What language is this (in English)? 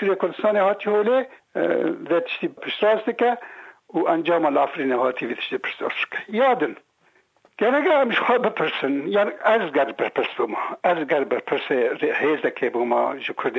Kurdish